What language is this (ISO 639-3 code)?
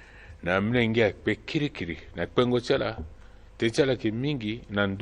sag